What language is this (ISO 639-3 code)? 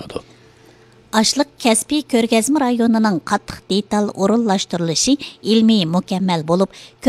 uig